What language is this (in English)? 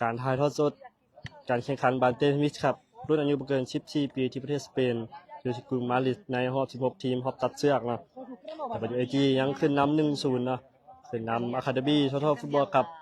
Lao